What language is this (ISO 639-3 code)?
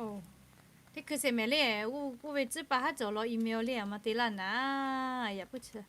lhu